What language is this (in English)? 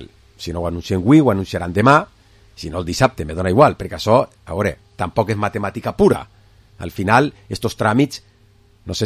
Catalan